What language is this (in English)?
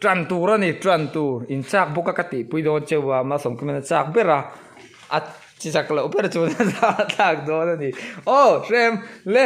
Mizo